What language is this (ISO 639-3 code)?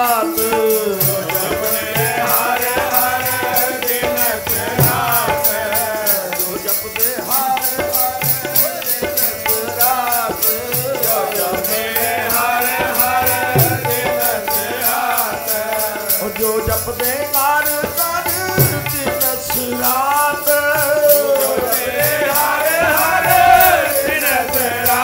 pan